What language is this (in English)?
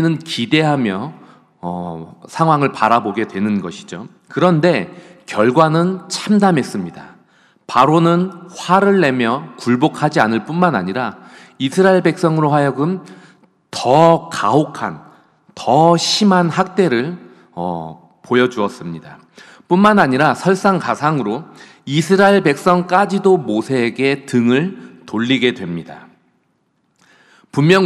Korean